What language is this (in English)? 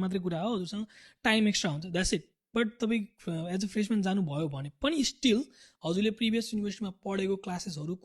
Nepali